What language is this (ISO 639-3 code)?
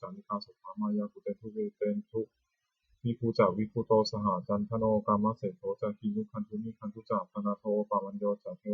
pli